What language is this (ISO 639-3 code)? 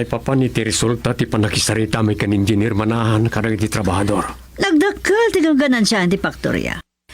ilo